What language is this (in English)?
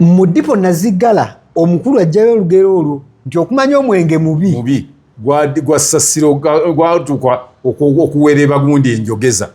Ganda